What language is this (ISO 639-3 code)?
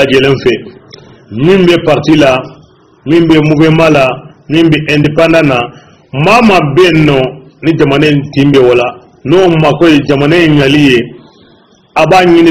bam